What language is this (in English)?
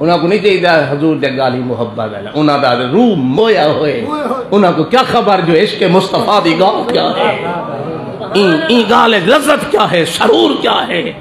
Saraiki